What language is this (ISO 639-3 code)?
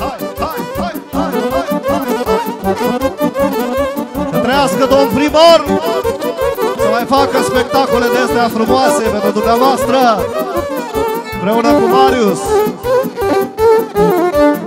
ron